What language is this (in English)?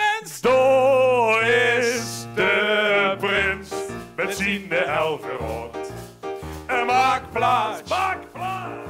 Limburgish